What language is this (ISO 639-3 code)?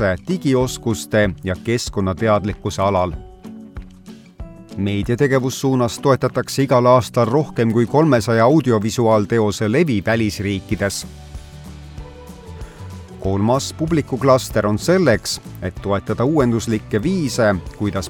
est